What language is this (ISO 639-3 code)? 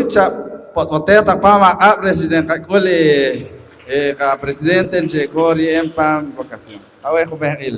poh